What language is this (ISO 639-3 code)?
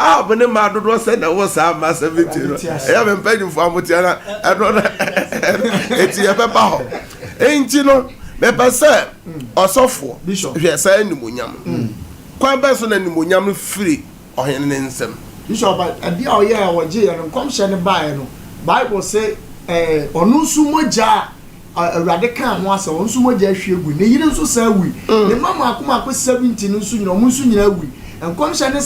aka